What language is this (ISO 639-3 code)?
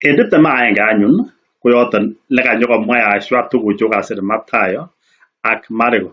kln